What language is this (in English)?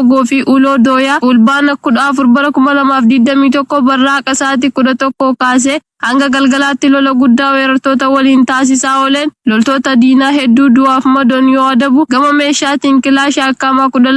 Oromo